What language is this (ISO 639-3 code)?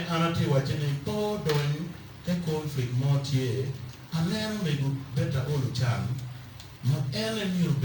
ach